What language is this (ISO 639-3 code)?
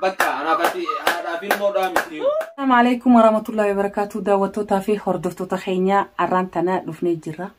orm